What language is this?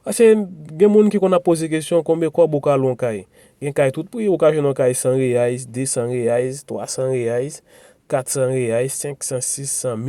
Haitian Creole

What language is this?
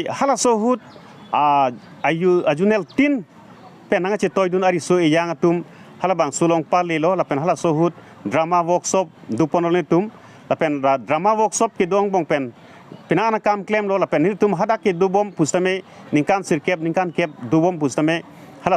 Karbi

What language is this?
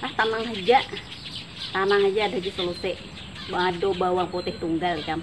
Banjar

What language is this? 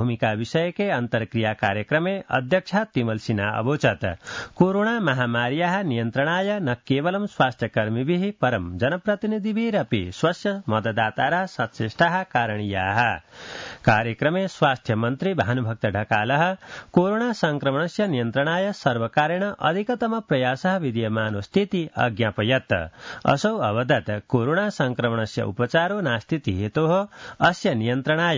Sanskrit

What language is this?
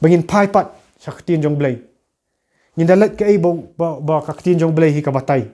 Khasi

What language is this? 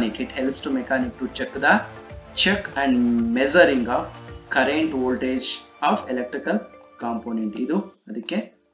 Kannada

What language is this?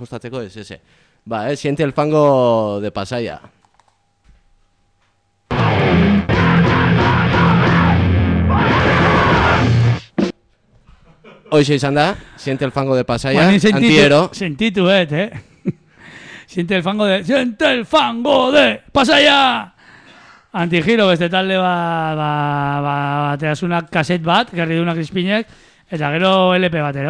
Basque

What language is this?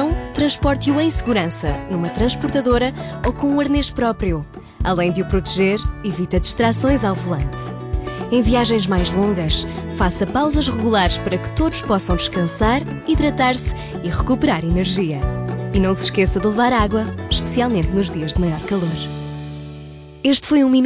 Portuguese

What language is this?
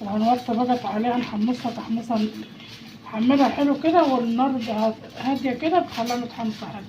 Egyptian Arabic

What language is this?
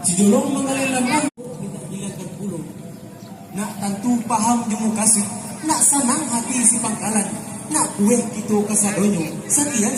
Minangkabau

